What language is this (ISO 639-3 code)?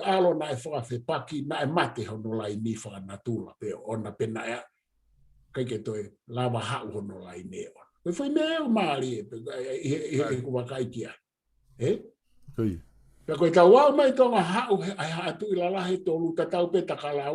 ton